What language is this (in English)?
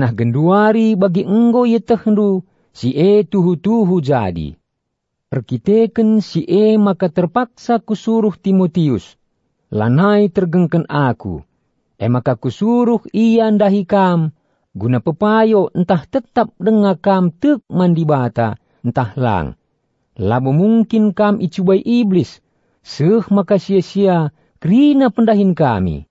Batak Karo